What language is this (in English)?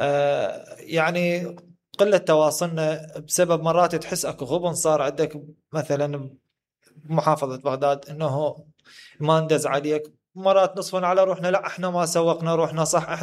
Mesopotamian Arabic